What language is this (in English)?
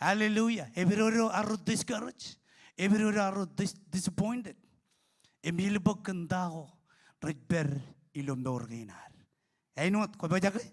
Marshallese